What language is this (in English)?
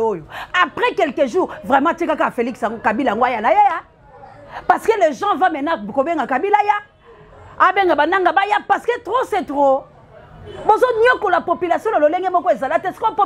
Lingala